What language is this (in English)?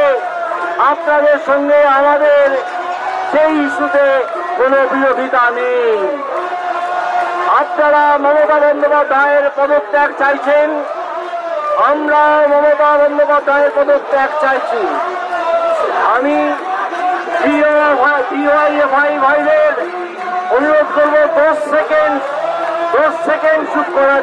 Bangla